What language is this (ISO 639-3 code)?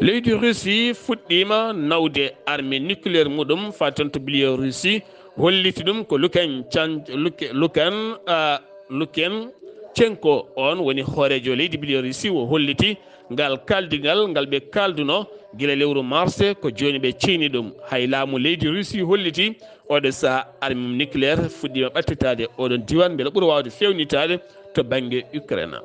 ful